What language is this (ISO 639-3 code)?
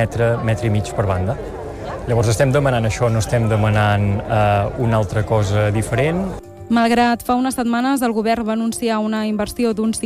cat